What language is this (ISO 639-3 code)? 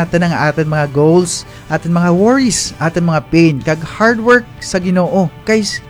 krj